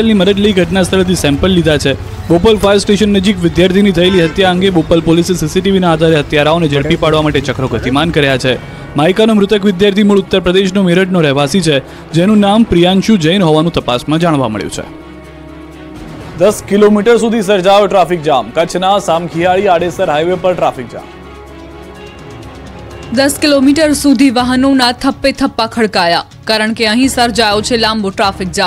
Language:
Gujarati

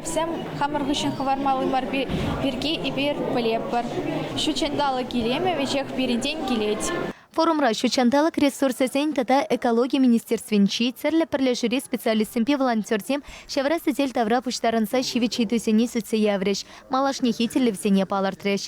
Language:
Chuvash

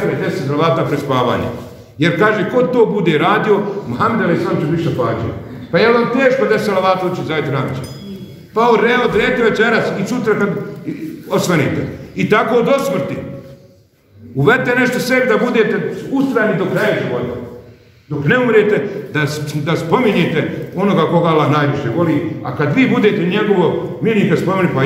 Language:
Bosnian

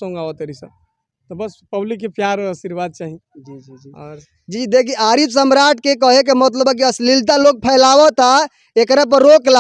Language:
Bhojpuri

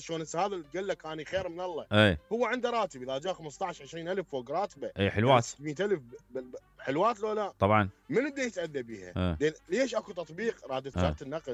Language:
Mesopotamian Arabic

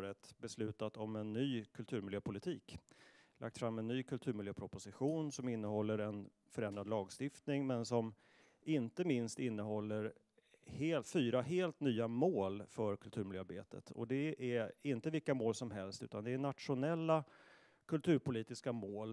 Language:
Swedish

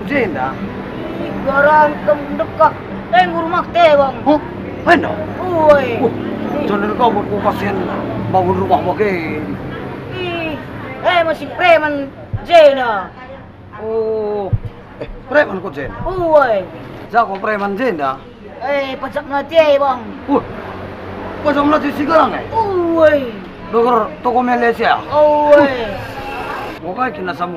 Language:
Batak Karo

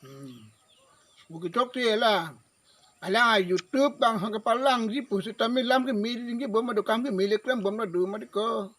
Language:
Karbi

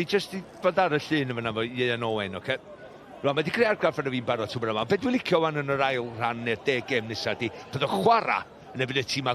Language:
Welsh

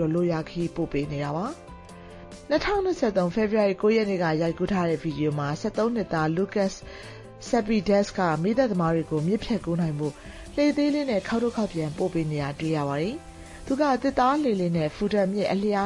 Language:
Burmese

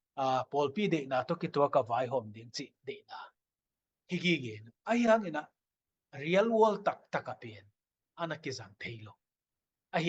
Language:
Tedim Chin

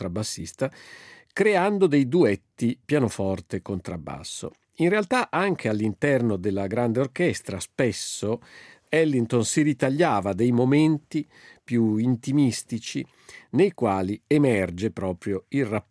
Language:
Italian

